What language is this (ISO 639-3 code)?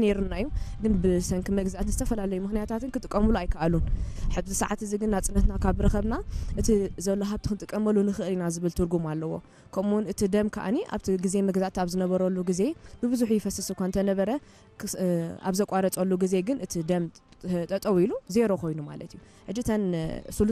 tir